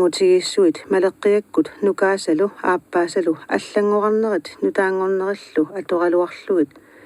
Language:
Kalaallisut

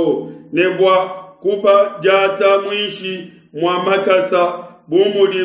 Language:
Luba-Lulua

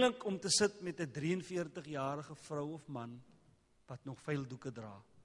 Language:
Afrikaans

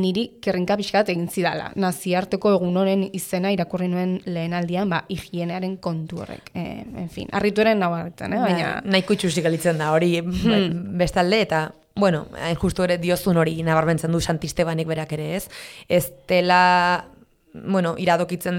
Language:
Basque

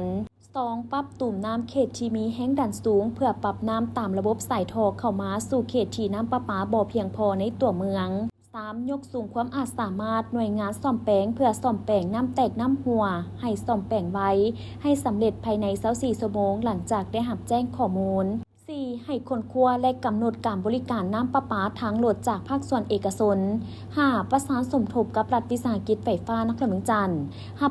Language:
Lao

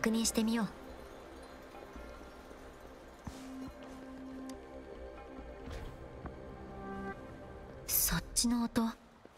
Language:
Japanese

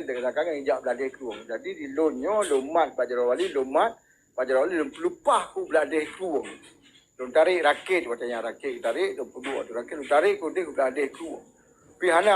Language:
Achinese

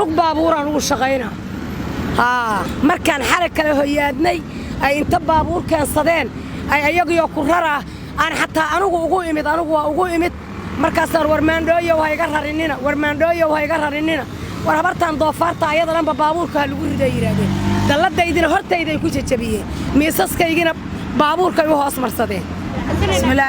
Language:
Somali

